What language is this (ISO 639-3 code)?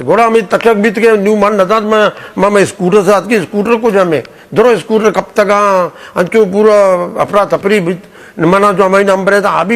bgp